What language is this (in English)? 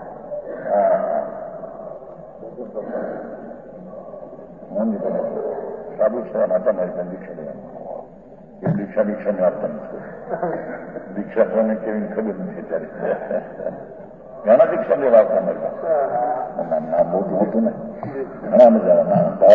Gujarati